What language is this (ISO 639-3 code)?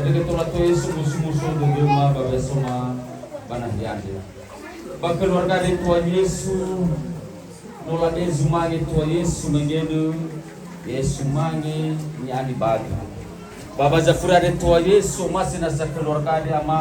nia